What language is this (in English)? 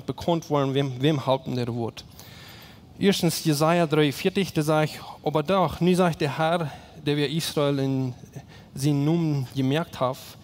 Plautdietsch